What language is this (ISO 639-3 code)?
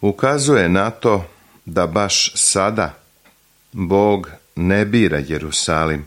srp